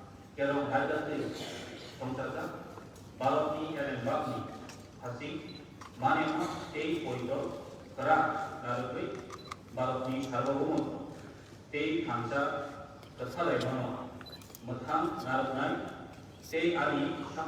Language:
Kok Borok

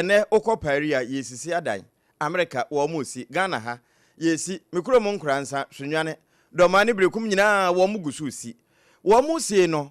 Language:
Akan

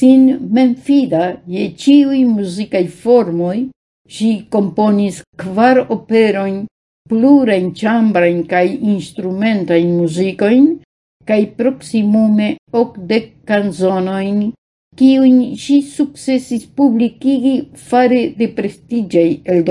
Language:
Esperanto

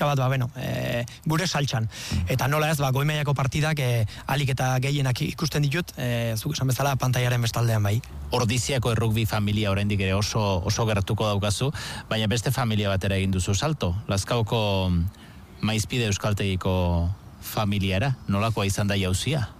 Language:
Basque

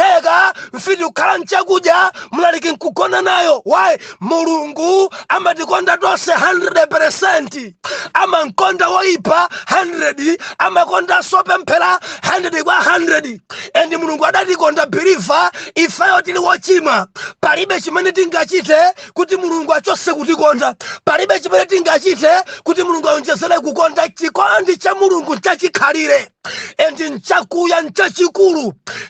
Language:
Nyanja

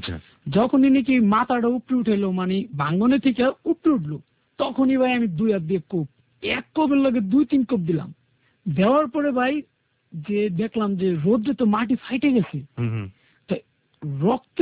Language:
Bangla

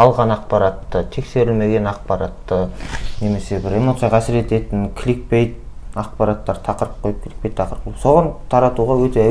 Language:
Kazakh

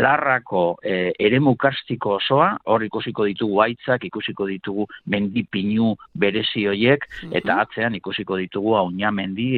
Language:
Basque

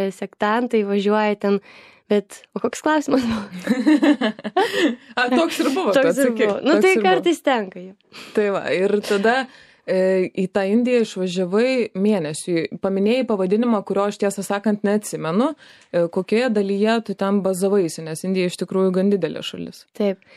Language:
Lithuanian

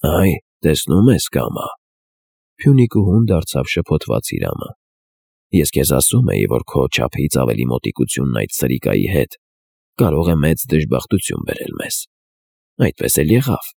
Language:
Armenian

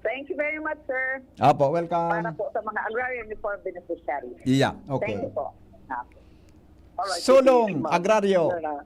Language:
Bikol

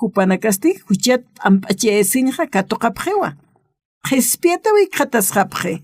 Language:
Aymara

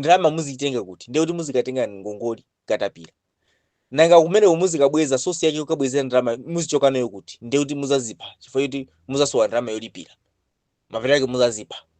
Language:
Nyanja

